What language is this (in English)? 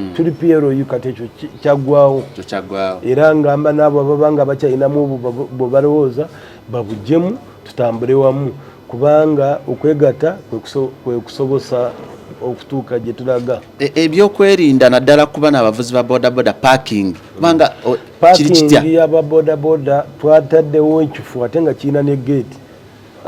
Ganda